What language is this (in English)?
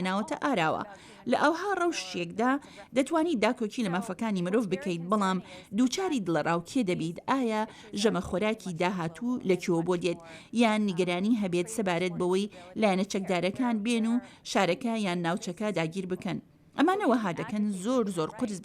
Central Kurdish